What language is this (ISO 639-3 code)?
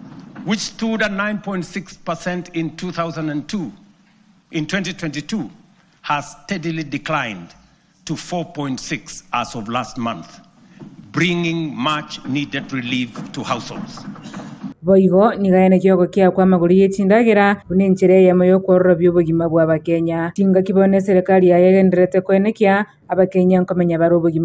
guz